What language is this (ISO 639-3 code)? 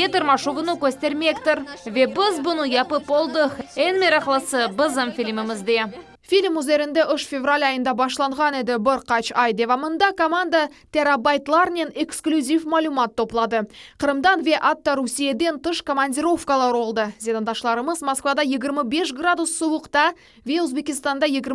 crh